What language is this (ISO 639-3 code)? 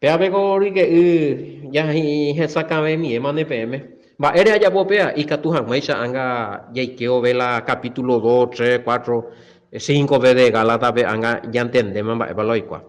grn